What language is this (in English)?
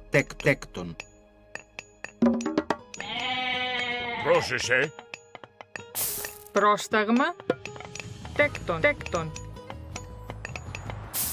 Greek